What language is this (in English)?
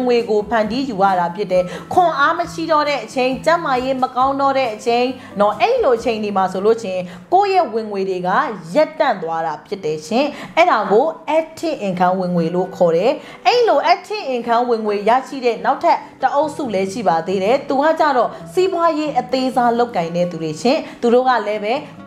Burmese